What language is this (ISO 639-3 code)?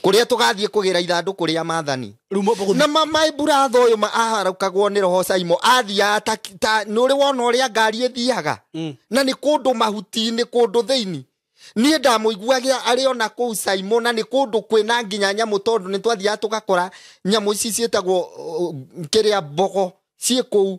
kik